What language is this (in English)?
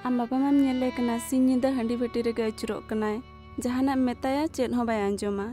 Santali